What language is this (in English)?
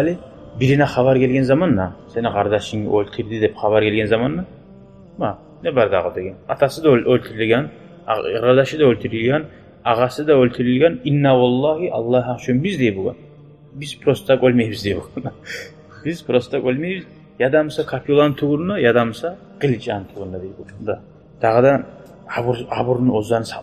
Kumyk